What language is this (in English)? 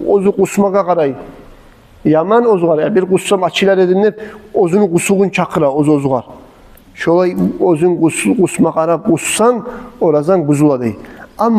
Kumyk